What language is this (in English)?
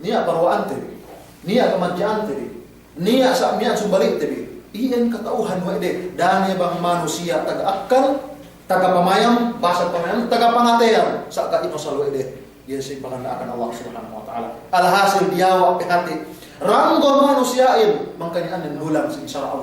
Yakan